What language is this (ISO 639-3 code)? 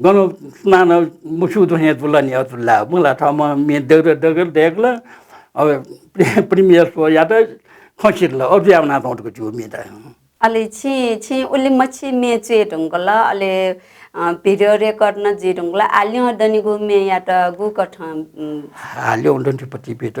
new